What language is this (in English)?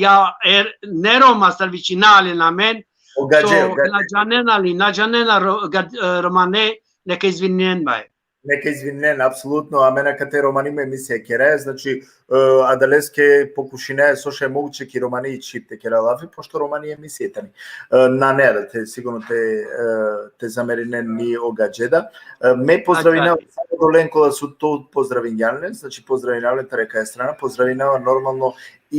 Balkan Romani